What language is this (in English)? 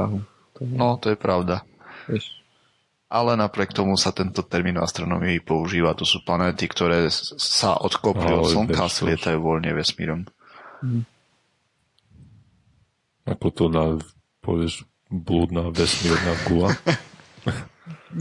Slovak